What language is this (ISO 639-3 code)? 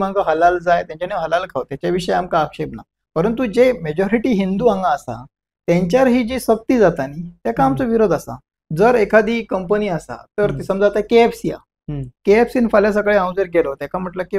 kok